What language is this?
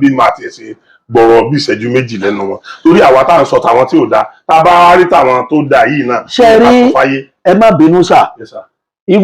Yoruba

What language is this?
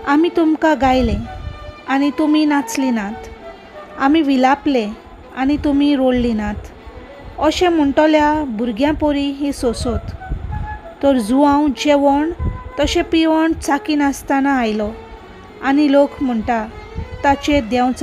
Konkani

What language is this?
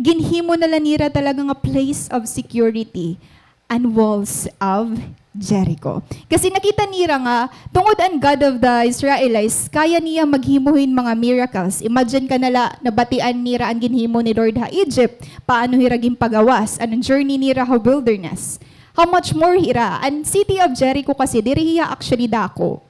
Waray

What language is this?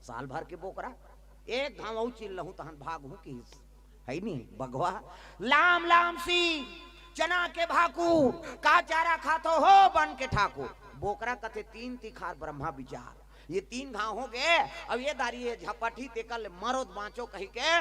Chhattisgarhi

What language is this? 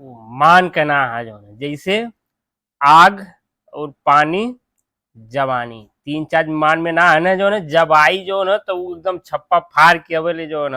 Bhojpuri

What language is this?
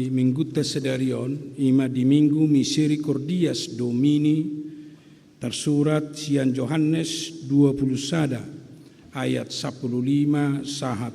Batak Toba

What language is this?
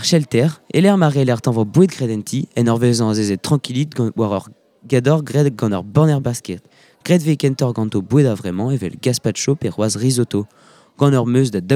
Breton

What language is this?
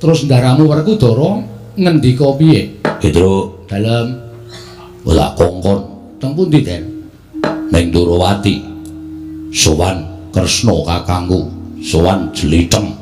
Javanese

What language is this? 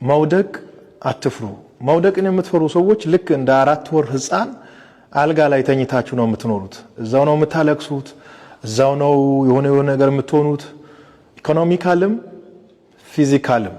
Amharic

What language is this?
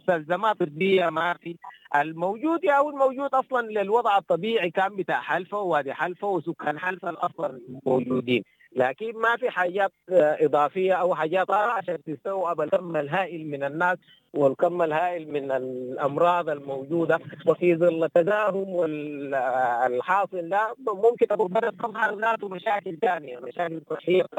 Sudanese Arabic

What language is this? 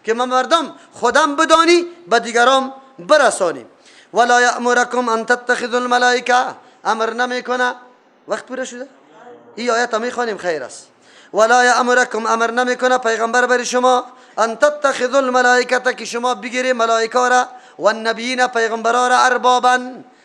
Persian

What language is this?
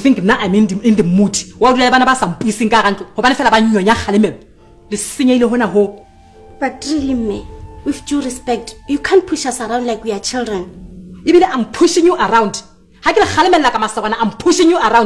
Southern Sotho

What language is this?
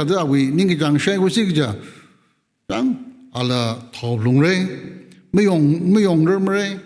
Tangkhul Naga (India)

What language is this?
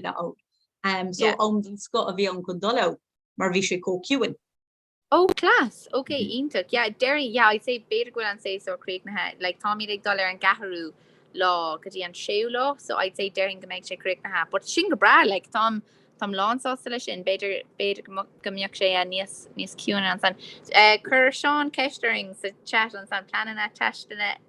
Irish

